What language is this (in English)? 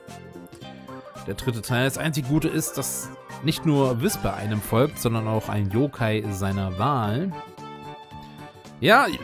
German